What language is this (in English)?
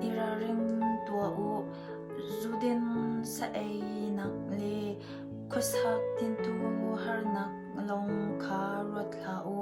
Hakha Chin